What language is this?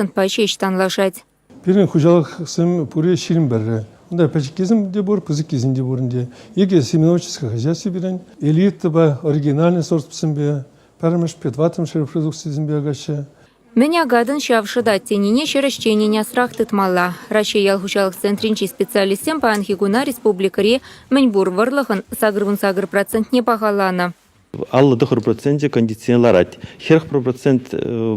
Chuvash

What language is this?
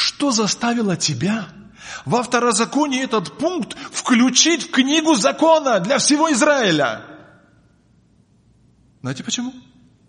Russian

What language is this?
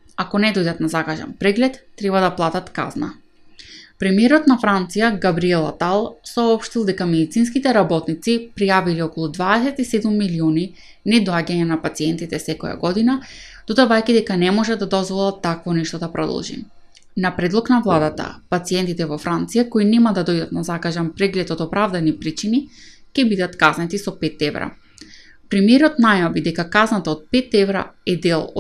Macedonian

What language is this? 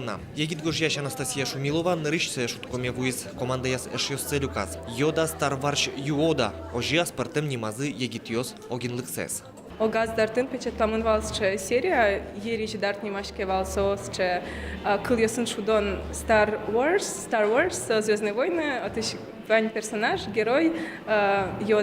Udmurt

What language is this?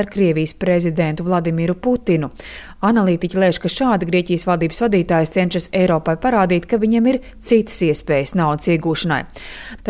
Latvian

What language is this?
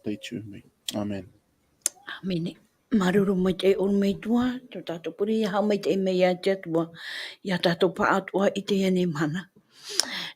Tahitian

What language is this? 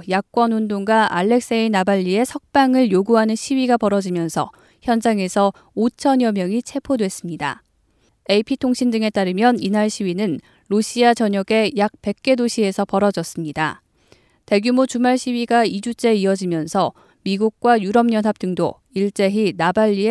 Korean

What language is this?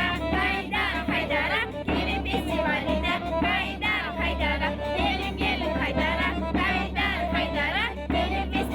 Gagauz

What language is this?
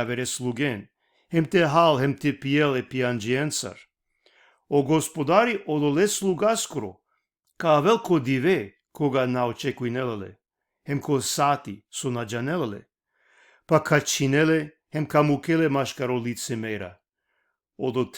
Balkan Romani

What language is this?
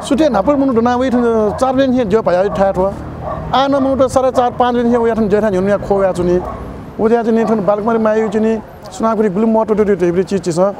Newari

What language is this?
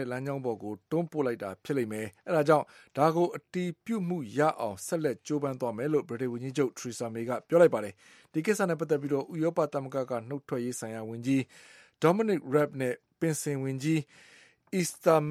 Burmese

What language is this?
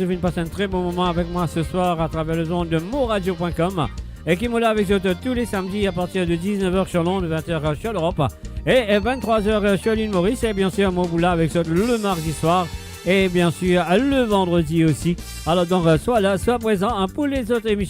Morisyen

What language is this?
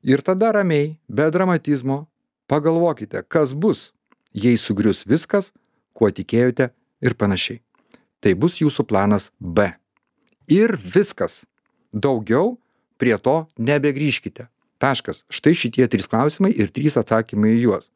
Lithuanian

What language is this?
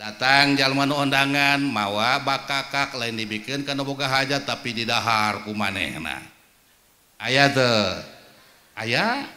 Sundanese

